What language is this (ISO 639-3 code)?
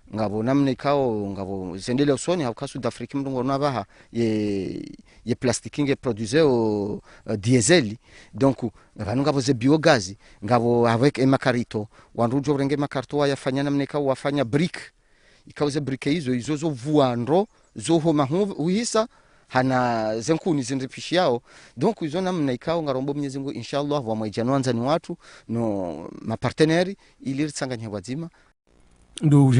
zdj